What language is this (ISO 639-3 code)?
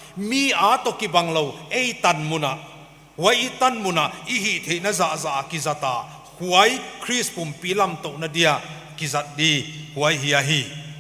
pck